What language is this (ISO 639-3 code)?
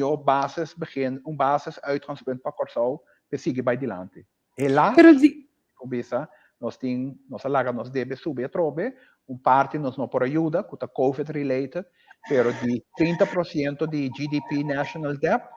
pap